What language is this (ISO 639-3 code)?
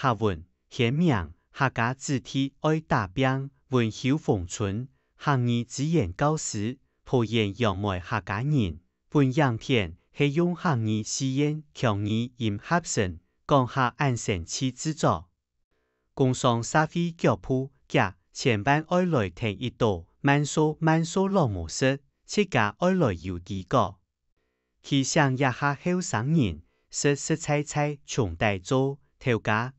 hak